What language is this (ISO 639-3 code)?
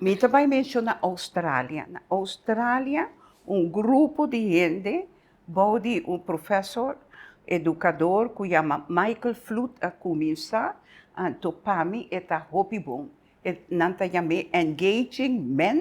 pap